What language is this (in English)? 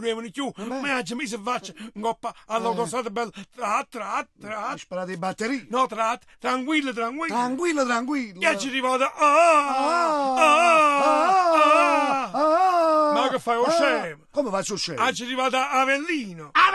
Neapolitan